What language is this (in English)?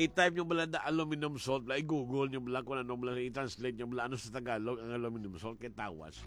Hiligaynon